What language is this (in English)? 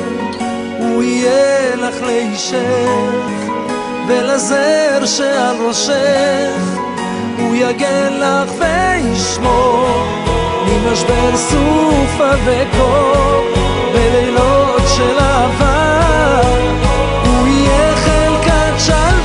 Hebrew